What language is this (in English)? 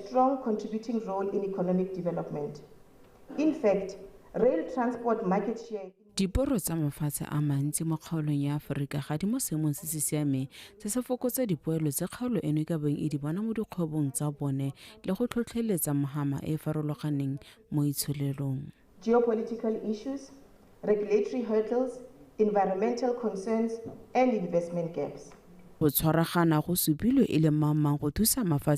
Tswana